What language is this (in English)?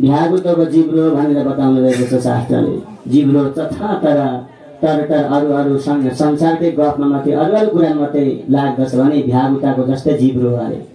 Nepali